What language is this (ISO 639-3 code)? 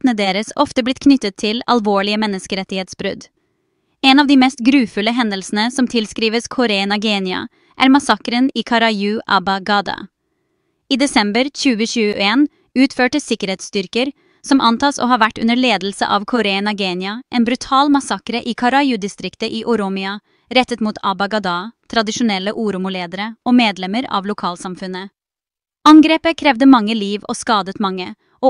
nob